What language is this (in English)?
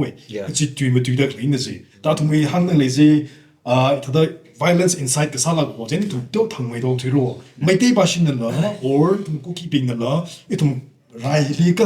Tangkhul Naga (India)